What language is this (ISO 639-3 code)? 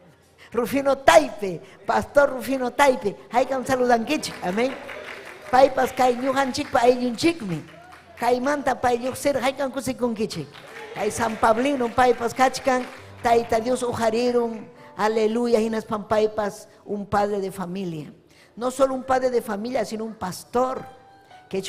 quy